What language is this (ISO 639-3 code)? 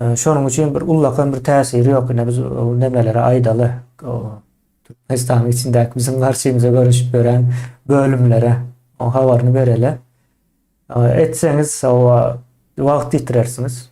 tuk